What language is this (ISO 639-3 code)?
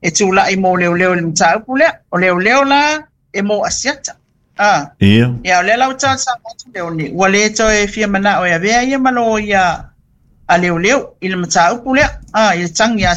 smo